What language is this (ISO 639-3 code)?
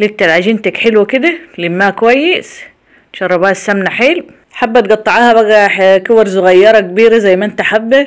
arz